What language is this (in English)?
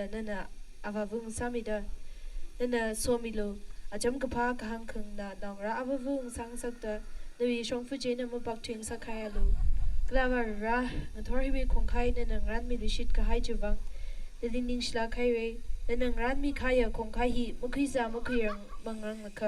Tangkhul Naga (India)